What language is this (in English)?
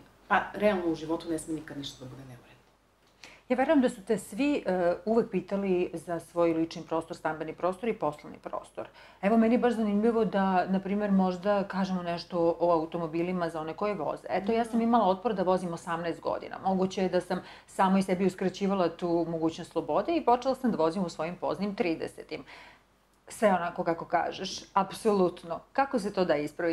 Serbian